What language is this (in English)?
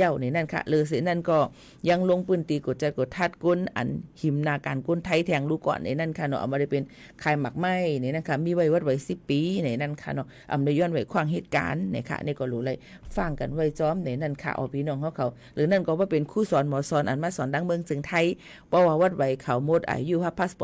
Shan